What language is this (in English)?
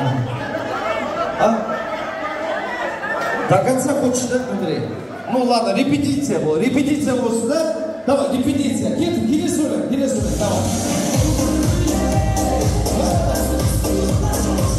Kazakh